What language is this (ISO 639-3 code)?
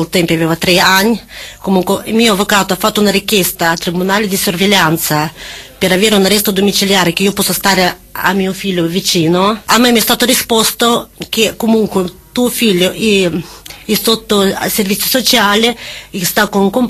ita